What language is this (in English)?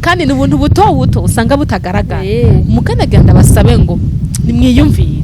Rundi